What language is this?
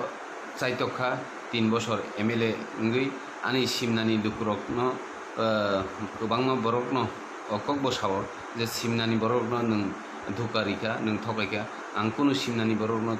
Kok Borok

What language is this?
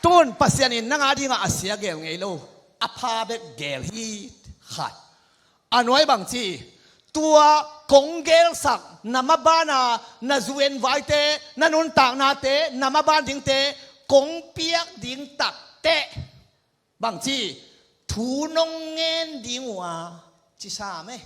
Tedim Chin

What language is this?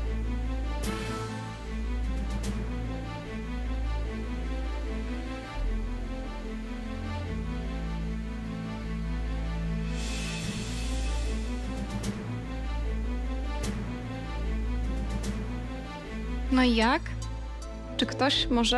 Polish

